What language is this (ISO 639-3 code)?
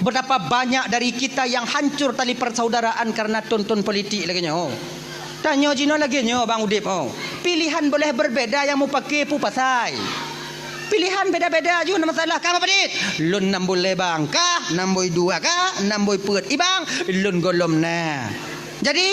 ace